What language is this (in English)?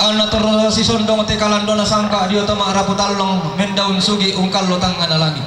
Toraja-Sa'dan